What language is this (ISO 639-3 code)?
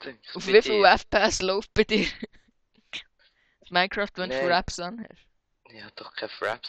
gsw